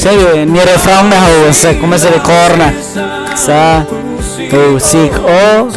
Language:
Tetum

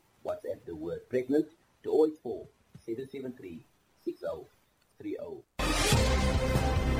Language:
Afrikaans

